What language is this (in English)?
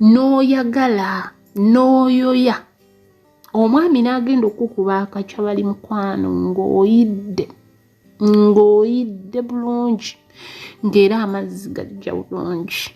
Ganda